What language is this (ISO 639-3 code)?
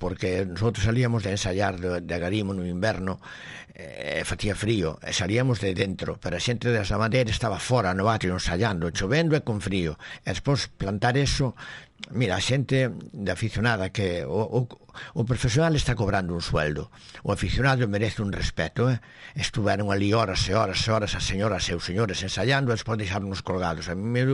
glg